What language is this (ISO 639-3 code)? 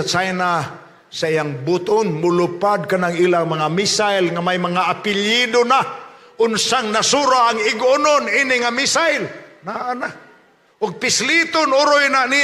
ceb